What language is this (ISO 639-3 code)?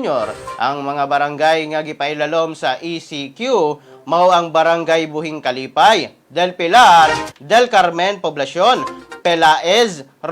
ceb